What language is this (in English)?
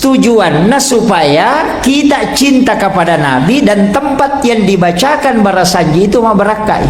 Buginese